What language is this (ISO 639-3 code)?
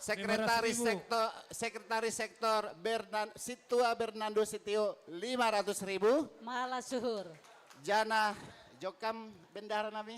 bts